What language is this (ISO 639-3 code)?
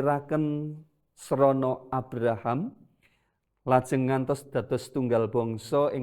jav